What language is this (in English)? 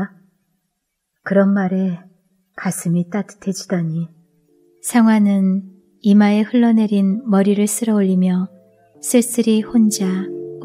Korean